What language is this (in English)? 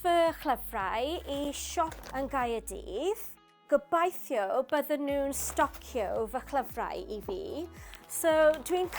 Welsh